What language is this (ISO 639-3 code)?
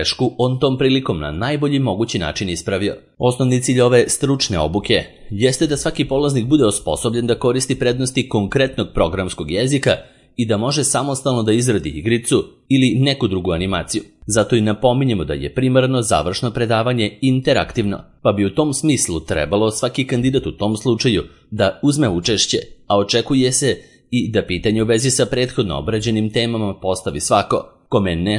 srp